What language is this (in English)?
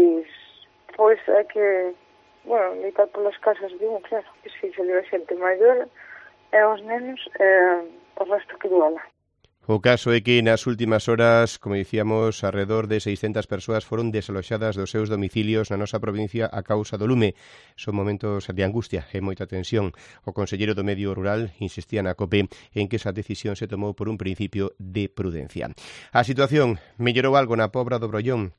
Galician